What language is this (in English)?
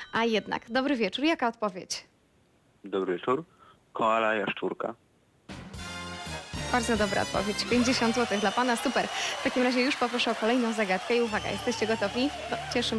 Polish